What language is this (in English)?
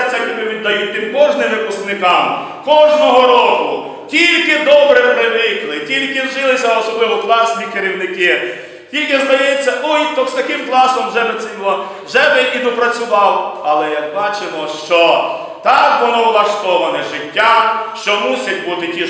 Ukrainian